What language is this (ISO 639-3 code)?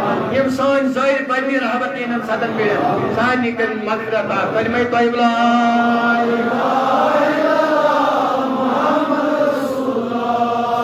kas